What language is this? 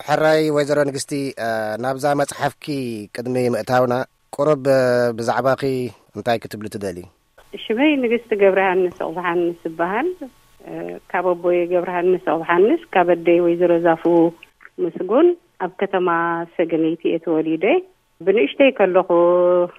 Tigrinya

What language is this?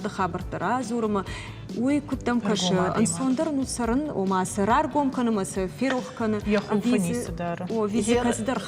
Ossetic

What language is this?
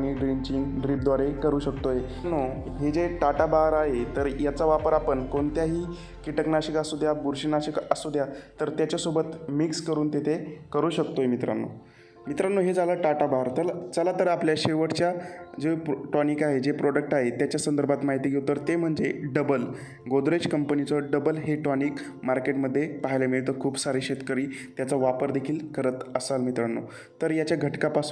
Marathi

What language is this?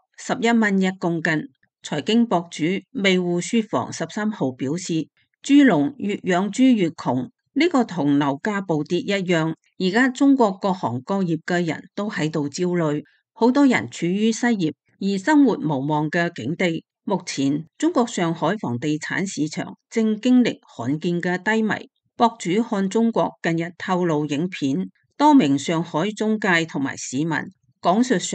Cantonese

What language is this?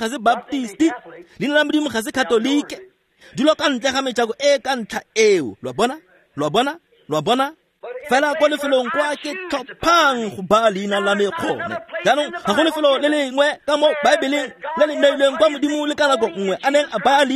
Tswana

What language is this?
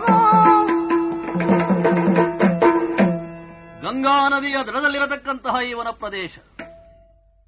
Kannada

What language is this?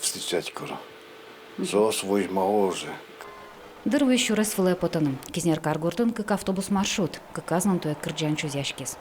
Udmurt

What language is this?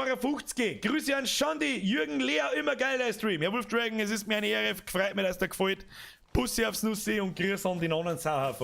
Bavarian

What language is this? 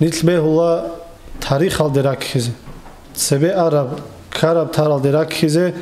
Avaric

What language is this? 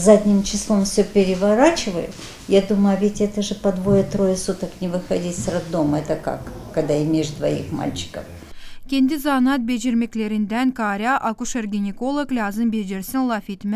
Gagauz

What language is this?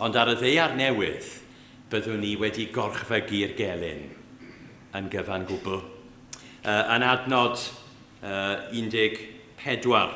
Welsh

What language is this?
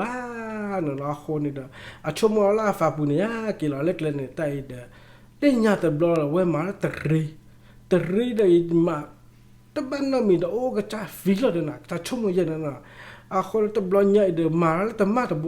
S'gaw Karen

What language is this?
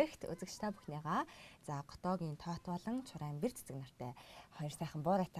Mongolian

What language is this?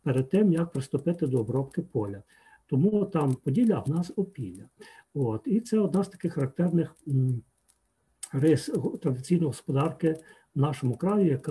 Ukrainian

